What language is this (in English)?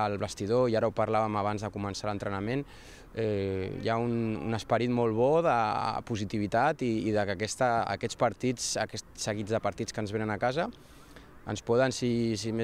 Catalan